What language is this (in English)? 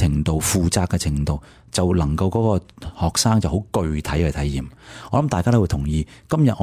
Cantonese